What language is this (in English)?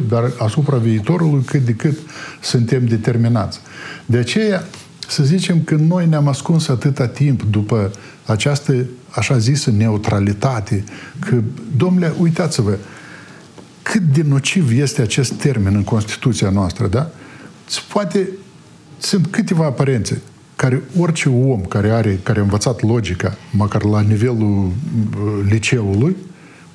Romanian